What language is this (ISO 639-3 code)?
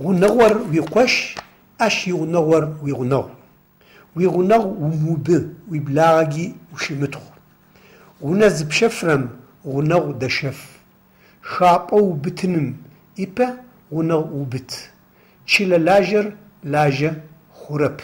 ady